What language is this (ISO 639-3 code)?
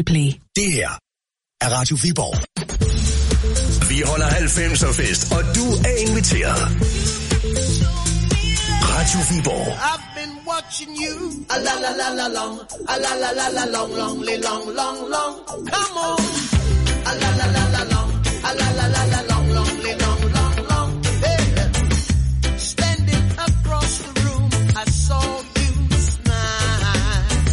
dan